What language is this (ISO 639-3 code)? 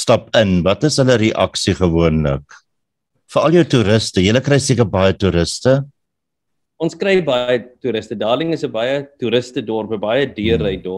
afr